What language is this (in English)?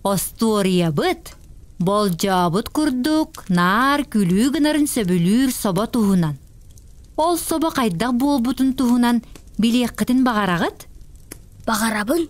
Yakut